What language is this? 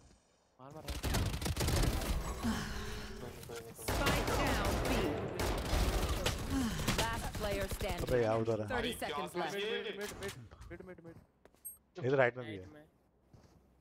Hindi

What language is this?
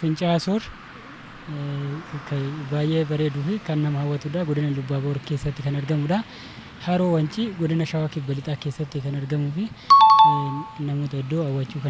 Oromo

